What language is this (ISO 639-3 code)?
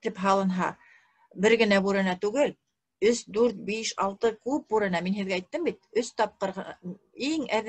bak